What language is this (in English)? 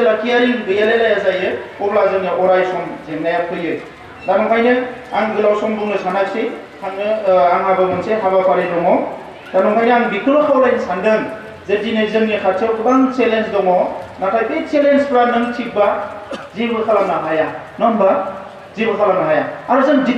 Bodo